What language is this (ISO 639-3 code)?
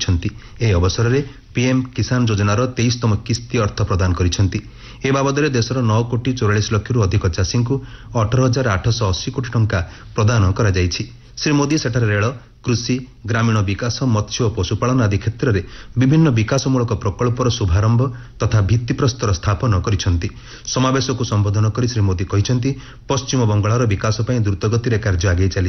ori